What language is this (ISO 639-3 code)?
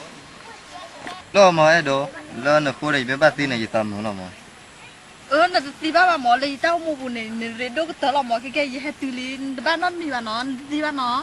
ksw